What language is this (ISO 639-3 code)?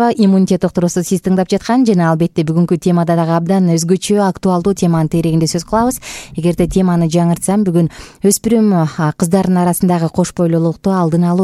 kir